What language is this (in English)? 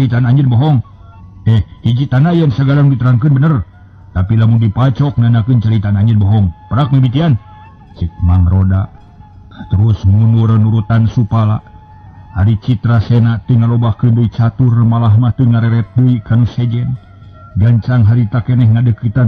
Sundanese